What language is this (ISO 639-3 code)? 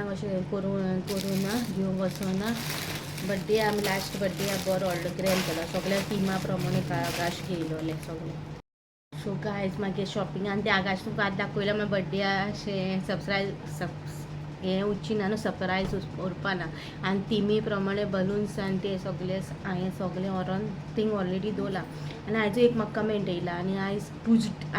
kok